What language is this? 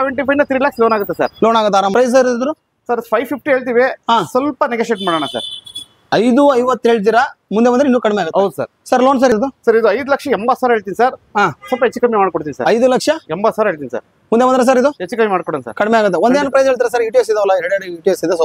Kannada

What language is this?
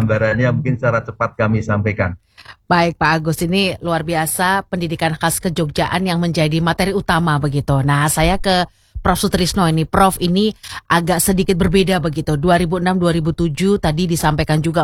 Indonesian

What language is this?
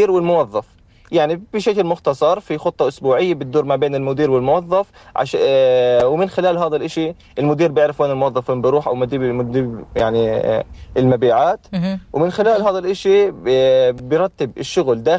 North Levantine Arabic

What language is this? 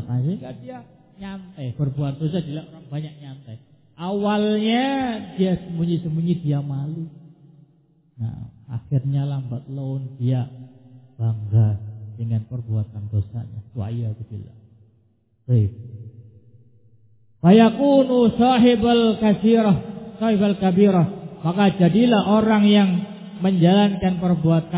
Indonesian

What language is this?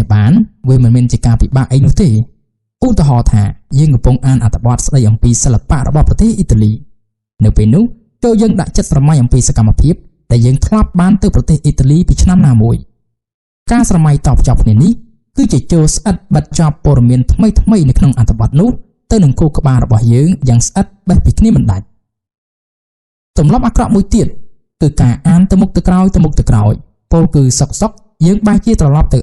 Khmer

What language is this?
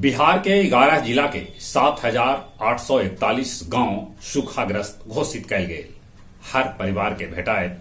Magahi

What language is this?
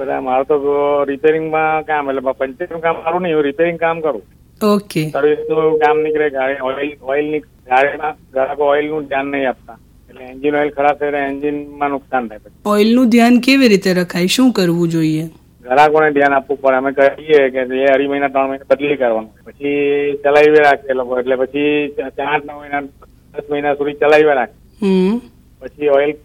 Gujarati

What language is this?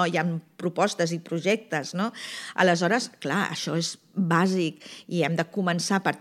Catalan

